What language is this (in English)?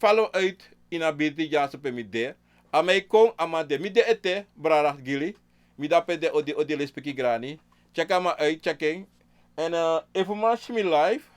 Sranan Tongo